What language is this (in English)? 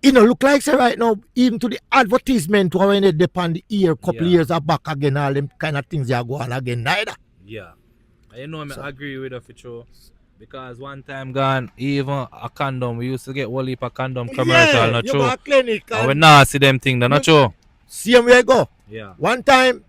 Jamaican Creole English